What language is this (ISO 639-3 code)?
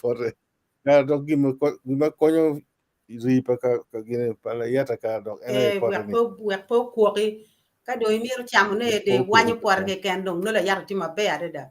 ach